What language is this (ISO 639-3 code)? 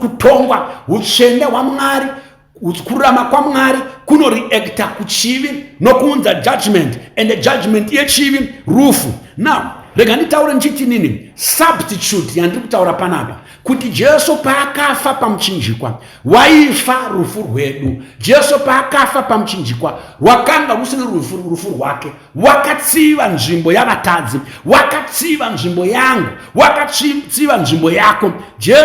sna